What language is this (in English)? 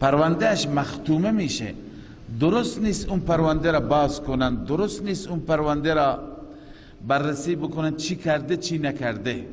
Persian